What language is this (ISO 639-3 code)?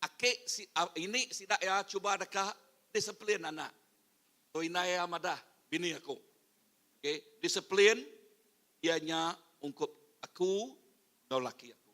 iba